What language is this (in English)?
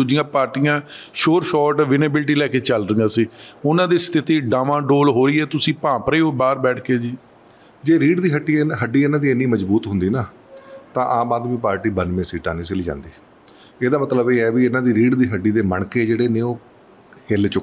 Punjabi